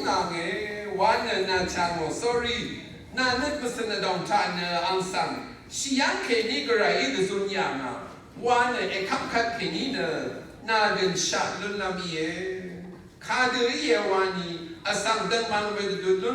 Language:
Rawang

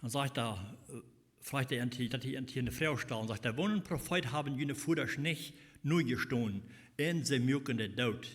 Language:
Plautdietsch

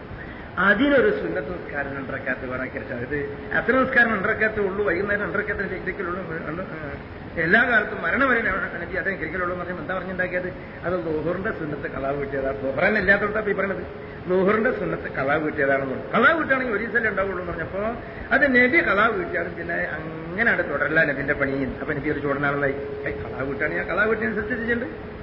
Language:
Malayalam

